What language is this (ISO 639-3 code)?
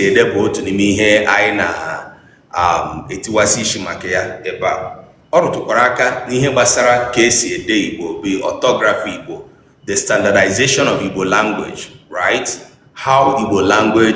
ibo